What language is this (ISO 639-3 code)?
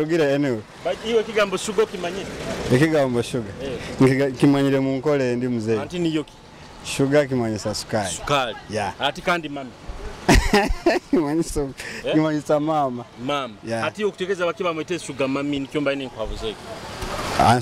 nyo